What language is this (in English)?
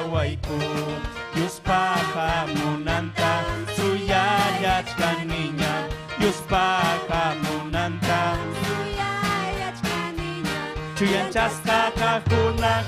Ayacucho Quechua